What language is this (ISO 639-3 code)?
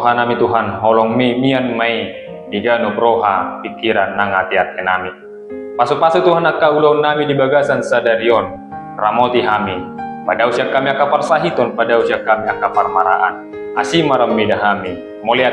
bbc